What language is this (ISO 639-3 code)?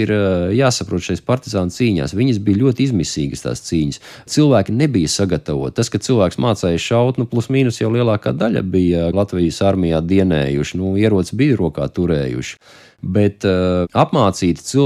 lav